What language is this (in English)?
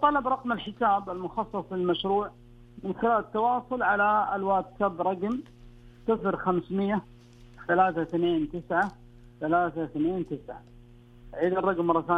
Najdi Arabic